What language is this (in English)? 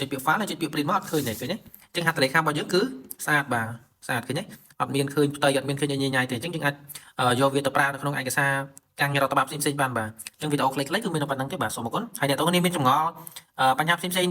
Khmer